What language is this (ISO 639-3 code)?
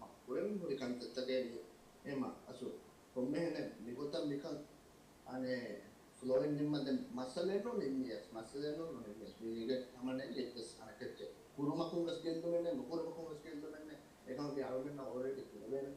div